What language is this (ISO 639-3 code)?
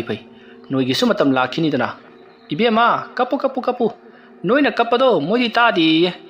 mni